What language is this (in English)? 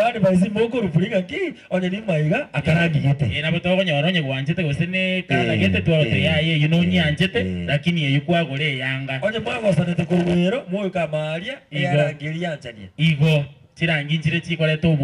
Gusii